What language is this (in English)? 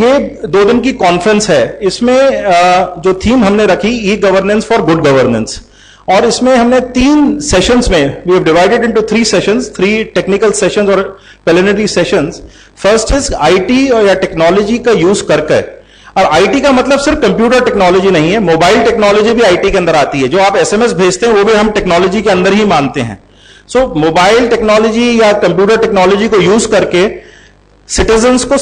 Hindi